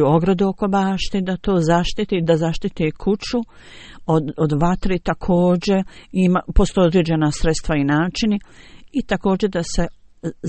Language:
Bosnian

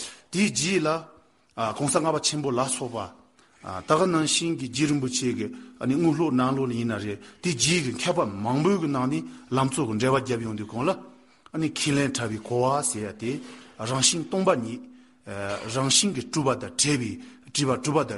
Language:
Tibetan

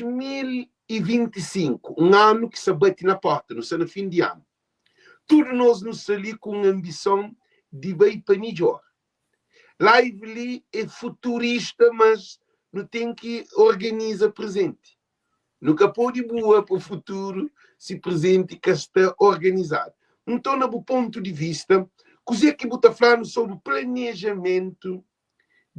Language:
Kabuverdianu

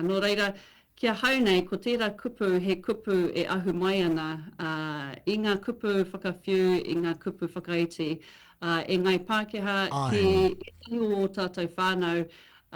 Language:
Māori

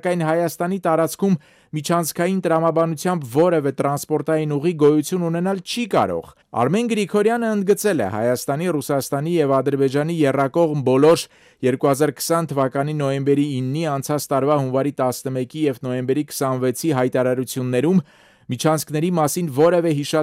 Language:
Armenian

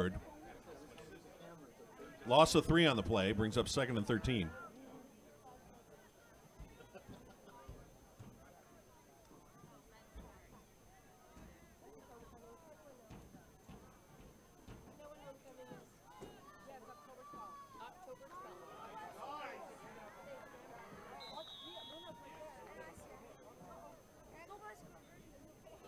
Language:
English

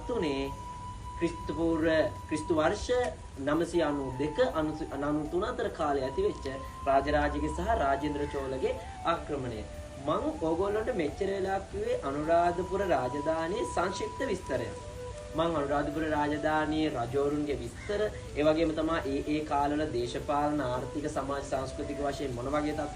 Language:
Sinhala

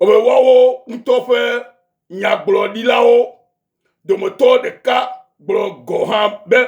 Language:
Ewe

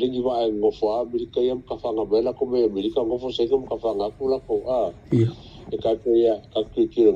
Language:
Samoan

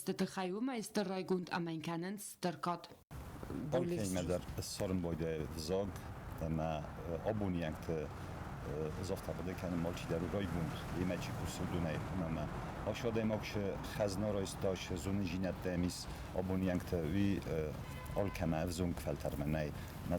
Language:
Ossetic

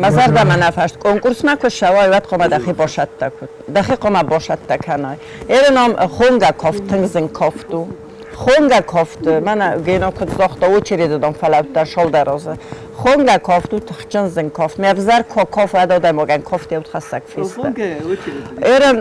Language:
Ossetic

